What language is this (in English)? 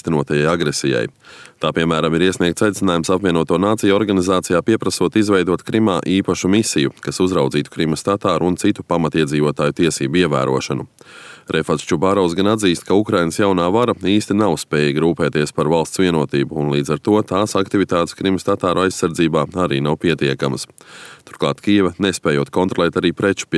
Latvian